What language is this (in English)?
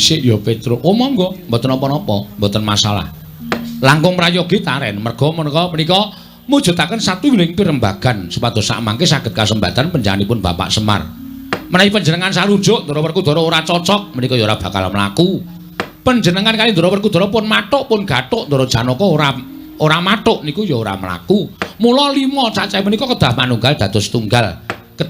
Javanese